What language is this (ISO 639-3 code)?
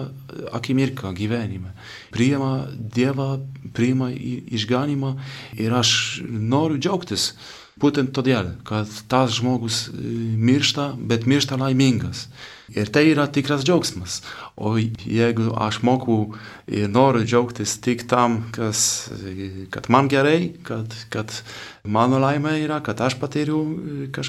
lit